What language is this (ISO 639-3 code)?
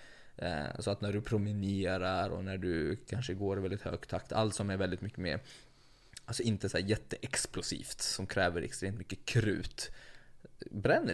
swe